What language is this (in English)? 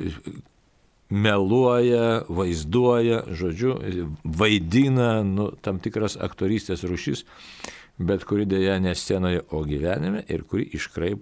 Lithuanian